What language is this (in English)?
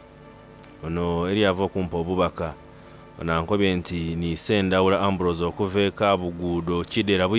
Soga